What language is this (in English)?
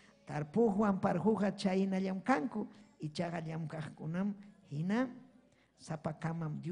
Ayacucho Quechua